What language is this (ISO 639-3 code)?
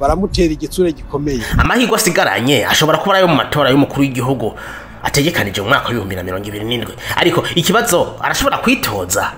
run